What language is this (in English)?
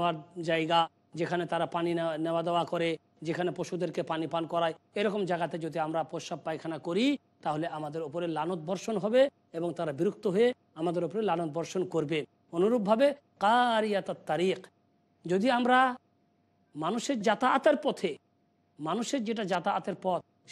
Bangla